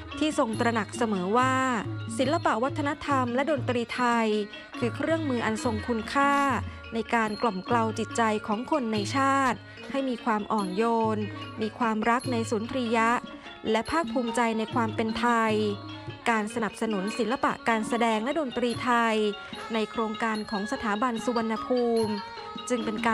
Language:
Thai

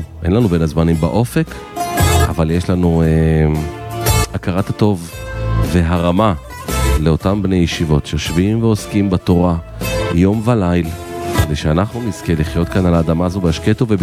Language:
Hebrew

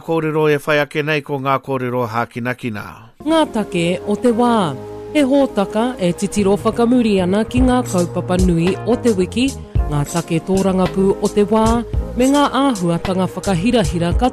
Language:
Māori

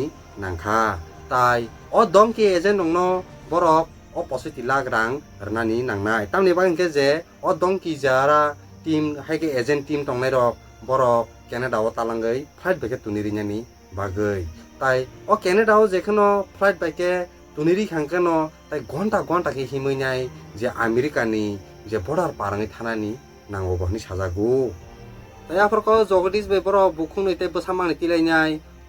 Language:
Kok Borok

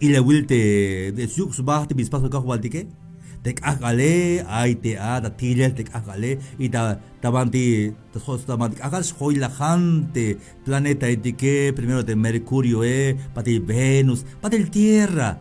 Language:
Tzeltal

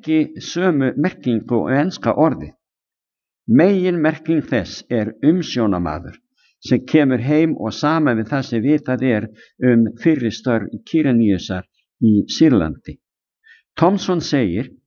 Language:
Icelandic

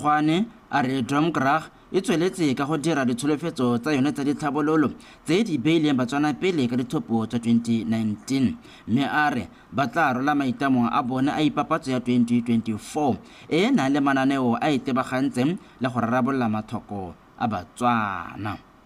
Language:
Tswana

